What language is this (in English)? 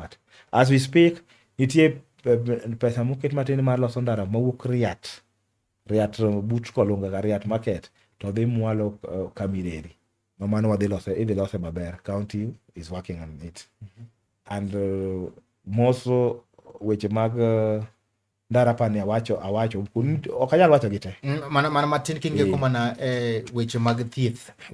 Luo (Kenya and Tanzania)